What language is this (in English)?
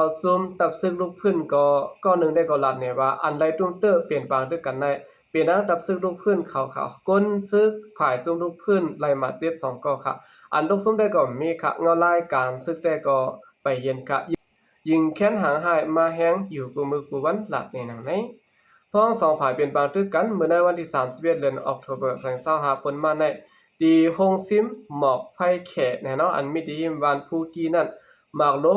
Shan